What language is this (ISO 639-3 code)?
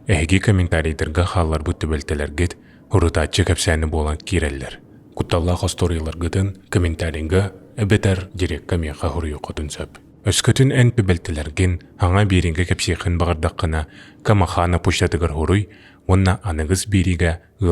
sah